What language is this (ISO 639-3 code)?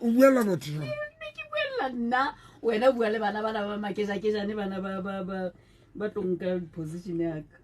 sot